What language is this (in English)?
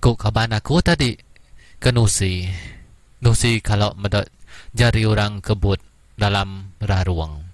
Iban